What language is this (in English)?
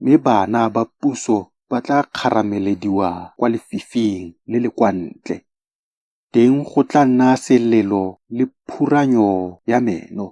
Tswana